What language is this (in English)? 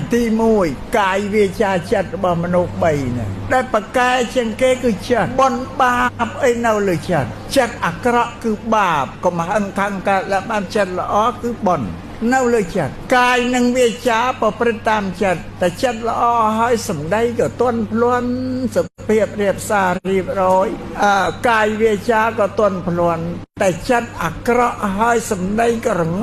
Khmer